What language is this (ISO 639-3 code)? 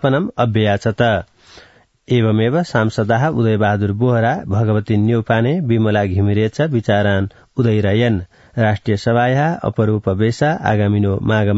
san